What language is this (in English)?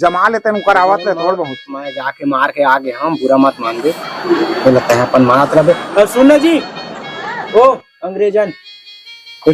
Chhattisgarhi